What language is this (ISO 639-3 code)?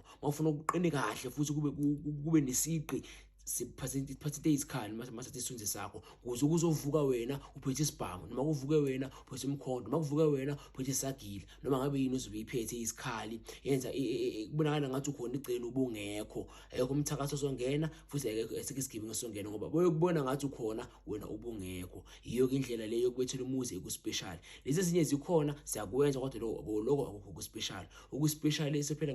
zul